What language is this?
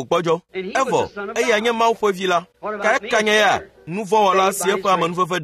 Ewe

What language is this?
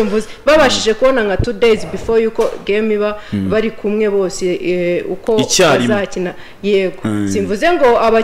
Kinyarwanda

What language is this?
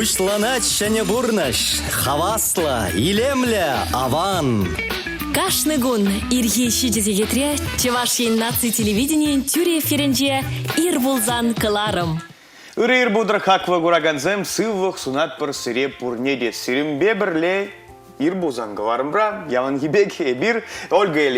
Chuvash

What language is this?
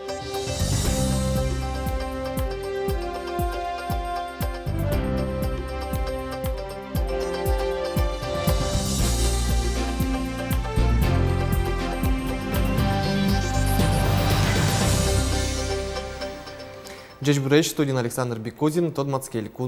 Udmurt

